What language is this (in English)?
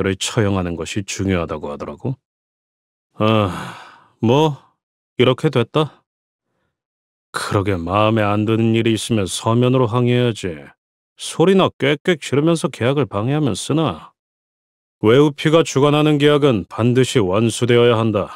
Korean